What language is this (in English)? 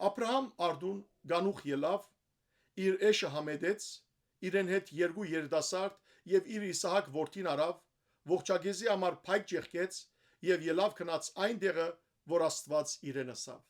Western Armenian